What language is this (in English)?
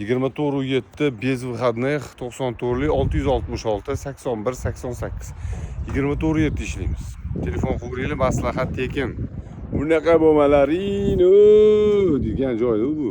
Uzbek